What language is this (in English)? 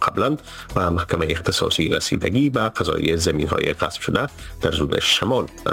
Persian